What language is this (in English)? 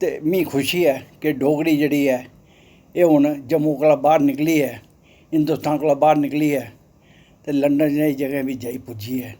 Dogri